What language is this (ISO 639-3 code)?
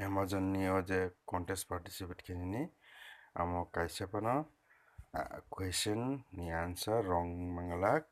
trp